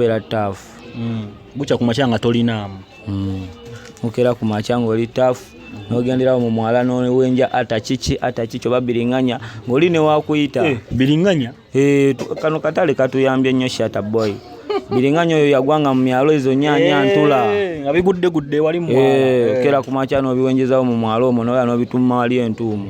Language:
Ganda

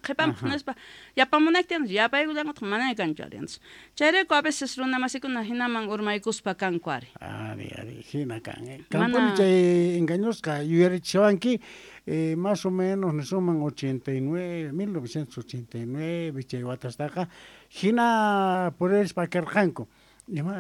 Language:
Quechua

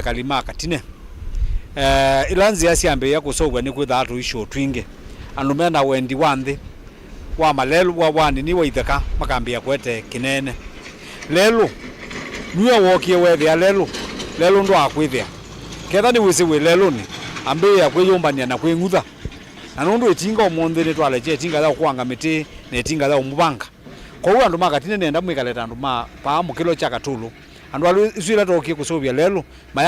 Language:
Kamba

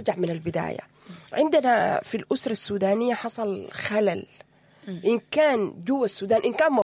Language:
Sudanese Arabic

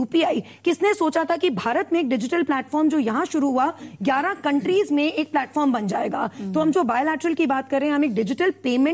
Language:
Hindi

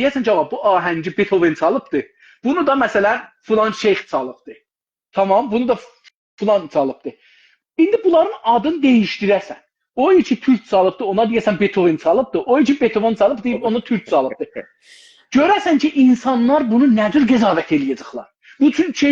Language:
South Azerbaijani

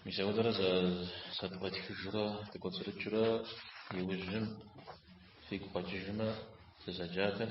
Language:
Kabardian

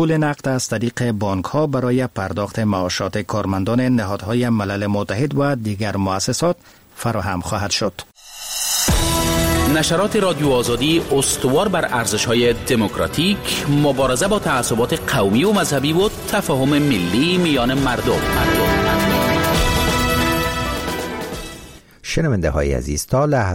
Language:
Persian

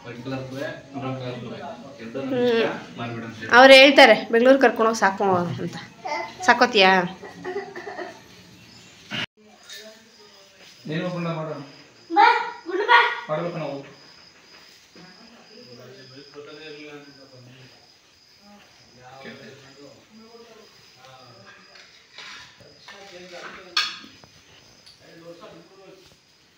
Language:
Kannada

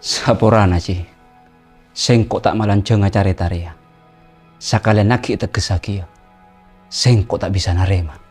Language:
Madurese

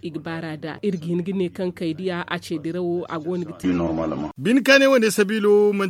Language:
Zarma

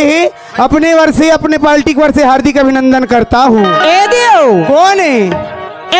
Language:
Chhattisgarhi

